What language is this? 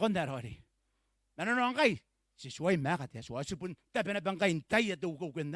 Gilbertese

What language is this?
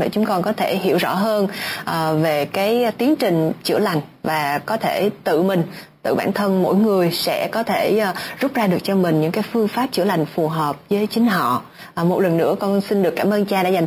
Vietnamese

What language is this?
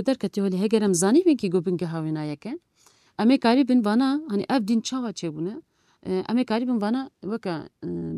Kurdish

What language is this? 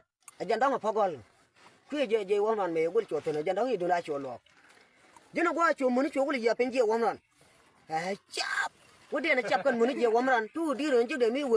Nuer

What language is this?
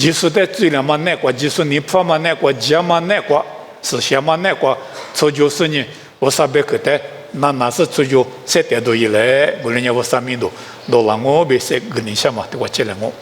Lisu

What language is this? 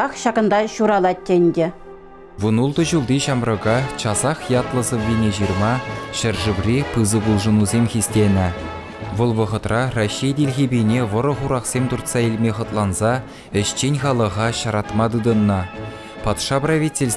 Chuvash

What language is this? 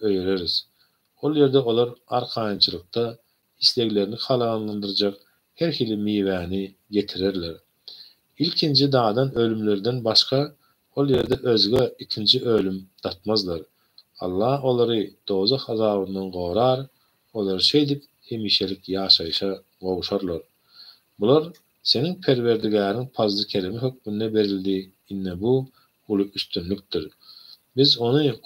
Turkmen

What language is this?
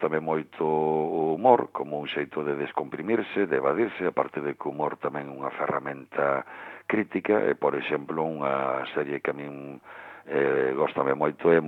Galician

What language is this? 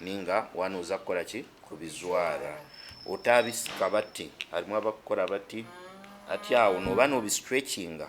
Nyankole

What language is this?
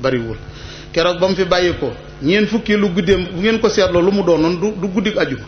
Wolof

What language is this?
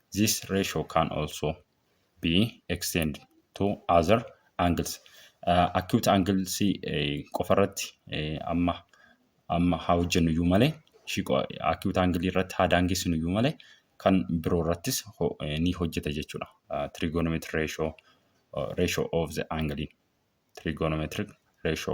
Oromo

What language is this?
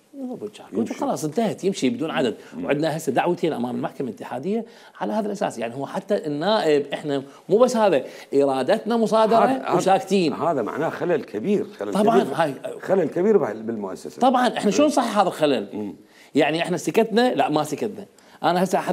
Mesopotamian Arabic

